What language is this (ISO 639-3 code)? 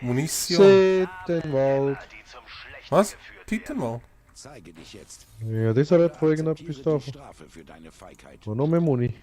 gsw